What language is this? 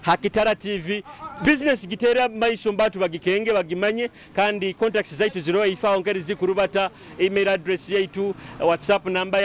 Nyoro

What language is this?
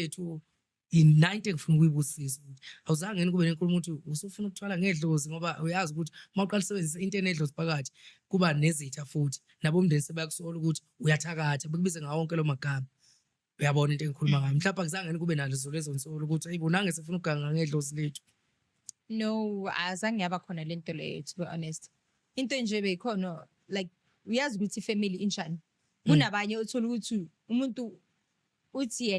Zulu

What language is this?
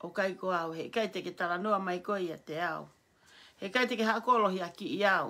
Tongan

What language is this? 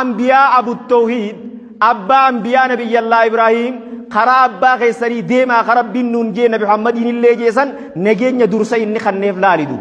Oromo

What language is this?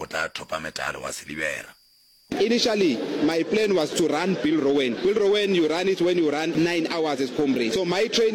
Northern Sotho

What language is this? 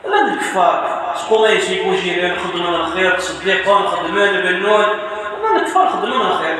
Kabyle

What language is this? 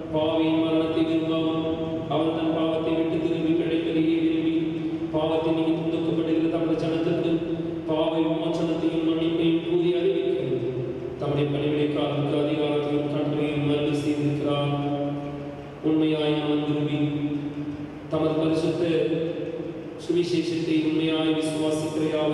Tamil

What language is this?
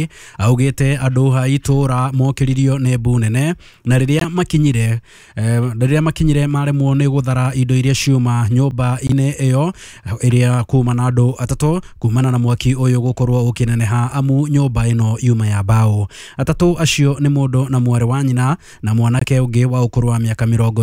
Kikuyu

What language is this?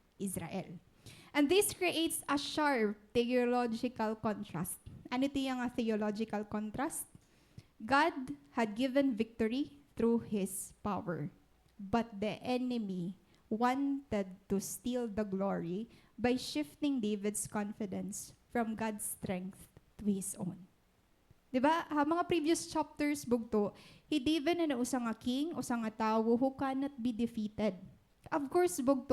Waray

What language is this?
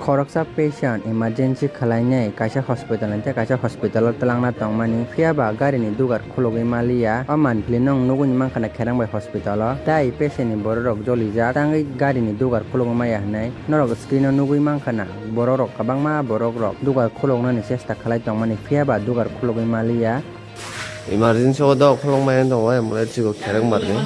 Kok Borok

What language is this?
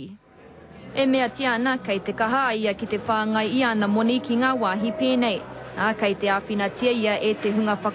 Māori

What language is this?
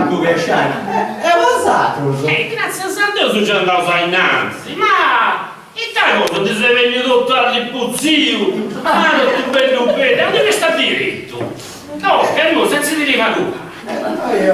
Sardinian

